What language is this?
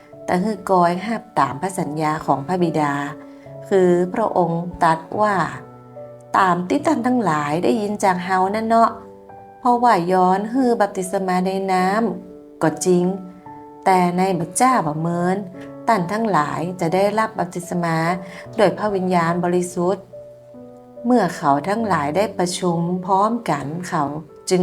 Northern Thai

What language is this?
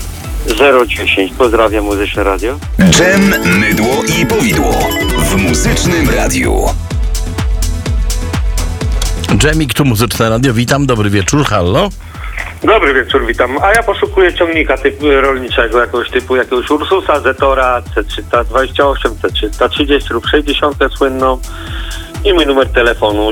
Polish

